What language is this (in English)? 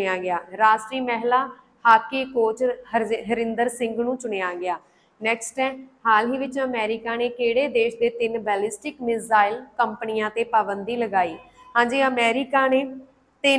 Punjabi